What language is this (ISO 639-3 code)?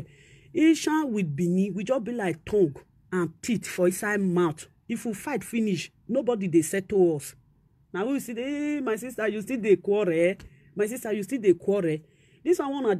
pcm